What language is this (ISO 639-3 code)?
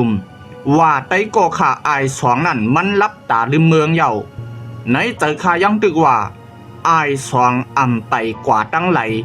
shn